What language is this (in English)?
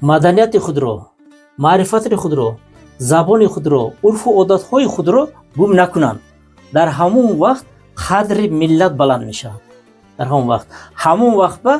Tajik